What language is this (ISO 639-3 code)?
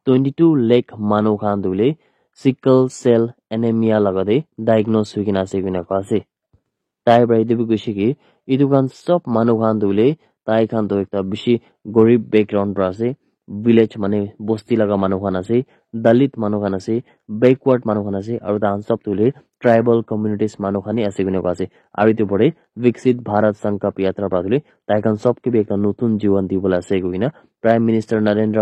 nag